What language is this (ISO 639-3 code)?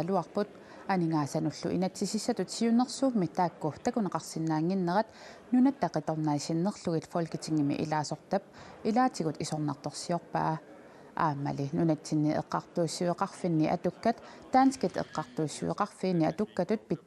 kal